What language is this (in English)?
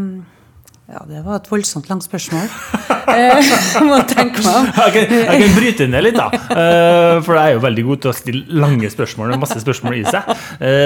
Norwegian